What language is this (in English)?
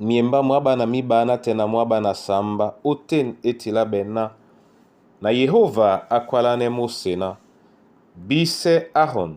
Duala